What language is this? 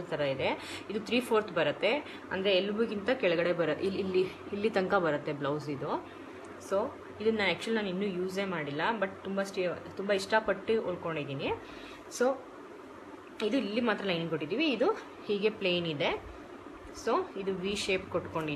Kannada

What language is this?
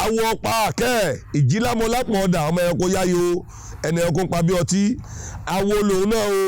Yoruba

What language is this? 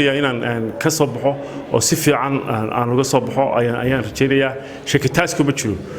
Somali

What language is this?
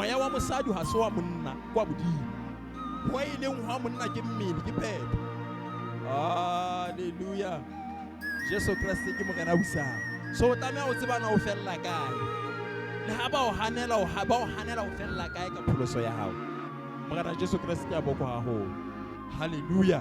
Southern Sotho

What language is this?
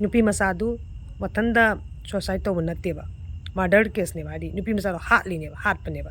Manipuri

